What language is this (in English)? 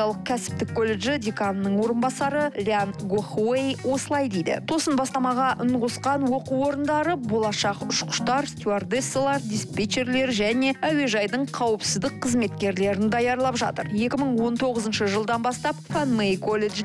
Kazakh